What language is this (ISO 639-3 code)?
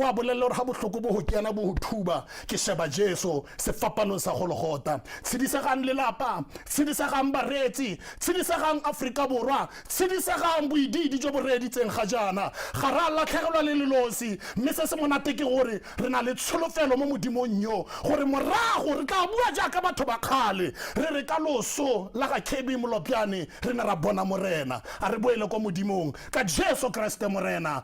tsn